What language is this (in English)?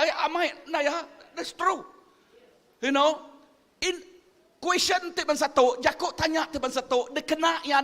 Iban